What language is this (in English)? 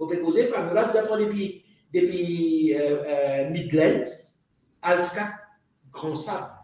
Morisyen